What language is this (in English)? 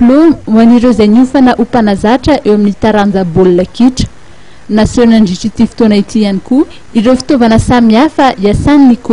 Malagasy